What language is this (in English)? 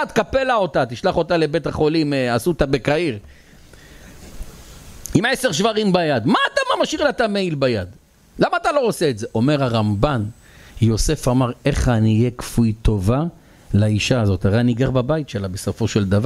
Hebrew